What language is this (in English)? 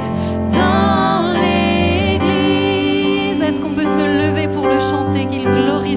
French